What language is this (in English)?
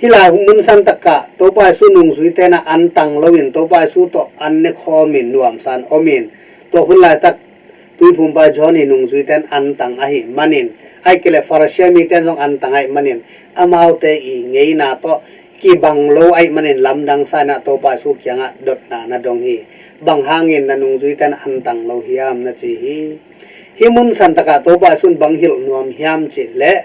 Tedim Chin